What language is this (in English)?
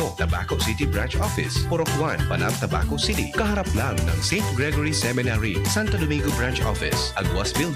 Bikol